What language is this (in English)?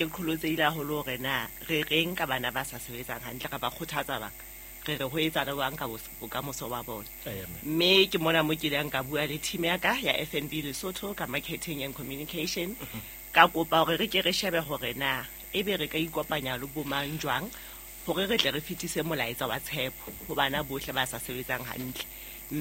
Southern Sotho